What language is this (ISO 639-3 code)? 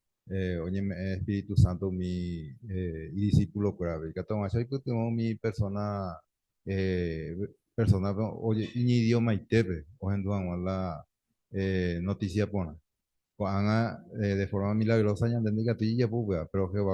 grn